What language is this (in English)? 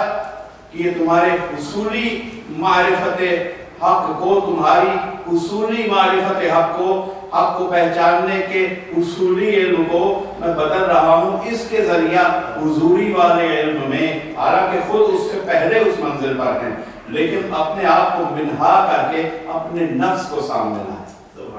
Urdu